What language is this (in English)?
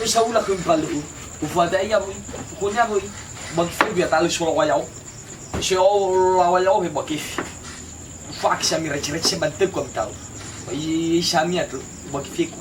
Nias